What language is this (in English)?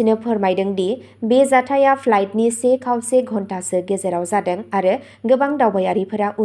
Bodo